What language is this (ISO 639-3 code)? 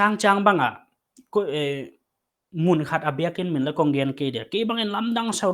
pck